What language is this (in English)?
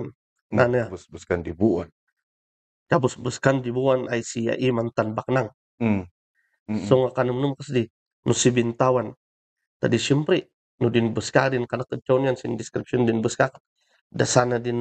Kankanaey